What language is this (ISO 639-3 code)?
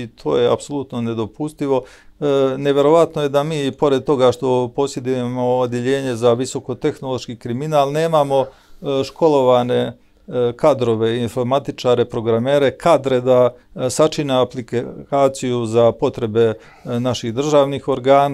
srp